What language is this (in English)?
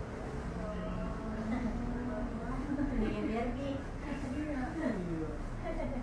Indonesian